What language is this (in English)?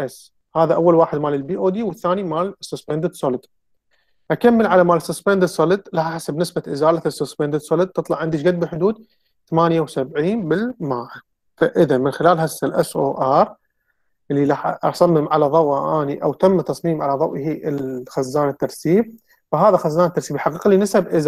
Mesopotamian Arabic